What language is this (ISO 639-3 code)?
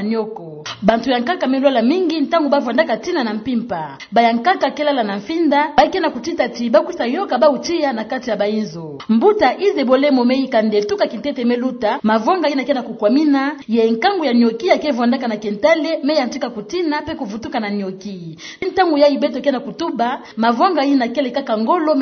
ktu